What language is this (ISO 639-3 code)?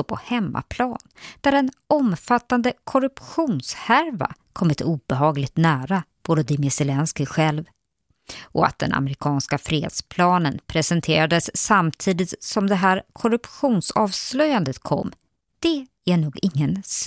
swe